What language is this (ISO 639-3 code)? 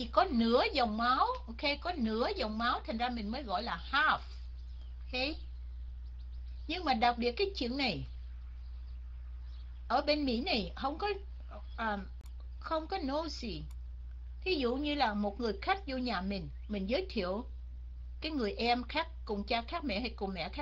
vie